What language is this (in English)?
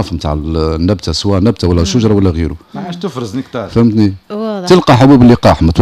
Tunisian Arabic